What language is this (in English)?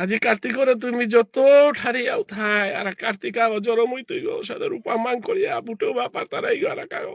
Bishnupriya